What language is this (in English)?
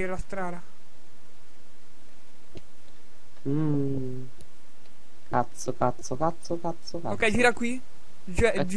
Italian